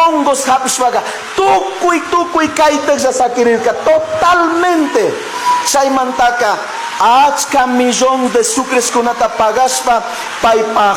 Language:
Chimborazo Highland Quichua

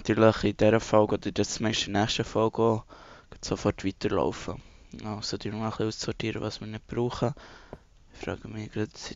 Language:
Swiss German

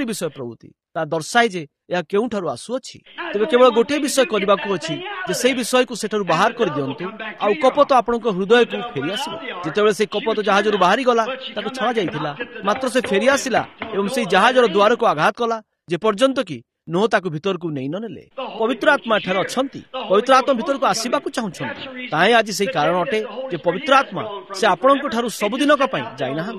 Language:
Odia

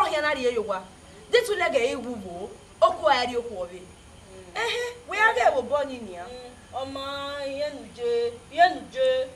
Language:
Bini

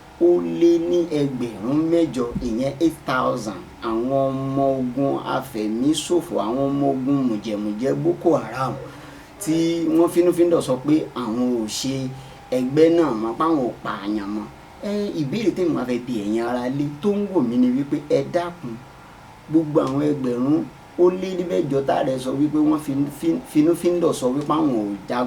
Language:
Yoruba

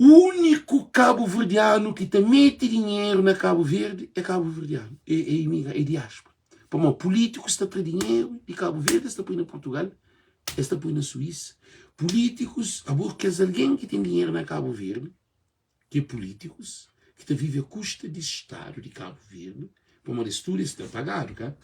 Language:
Kabuverdianu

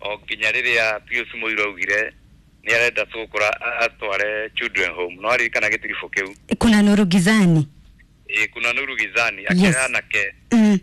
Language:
Kikuyu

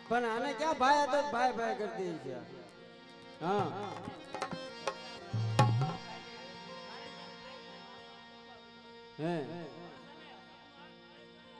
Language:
Gujarati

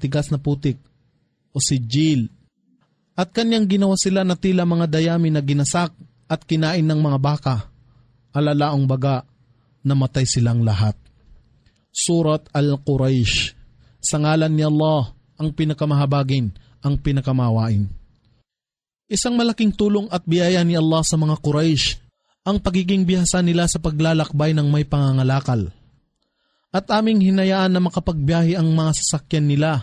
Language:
Filipino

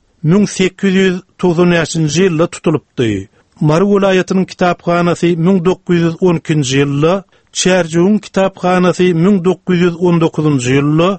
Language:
Turkmen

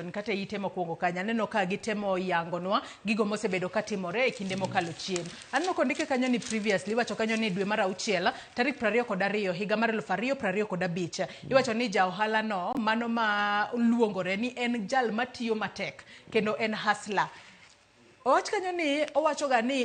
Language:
Luo (Kenya and Tanzania)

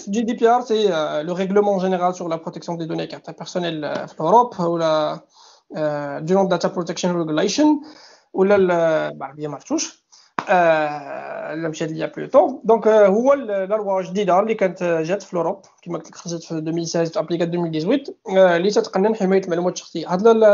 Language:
Moroccan Arabic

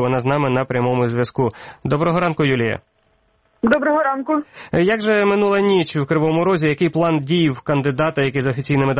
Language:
Ukrainian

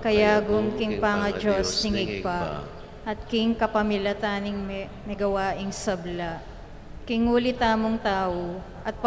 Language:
Pampanga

